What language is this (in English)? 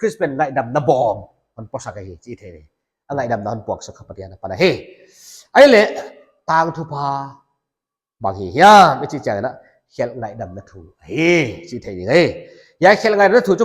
Paite Chin